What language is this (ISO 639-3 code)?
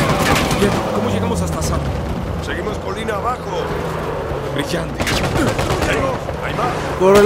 spa